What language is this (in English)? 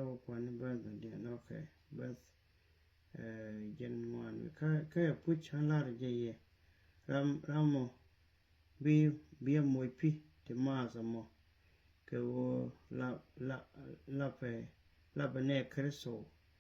Nuer